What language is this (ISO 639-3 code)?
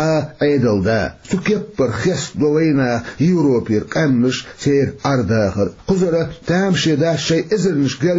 che